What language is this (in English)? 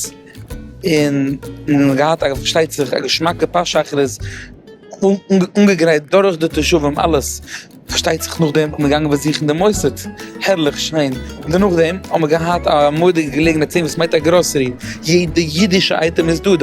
Yiddish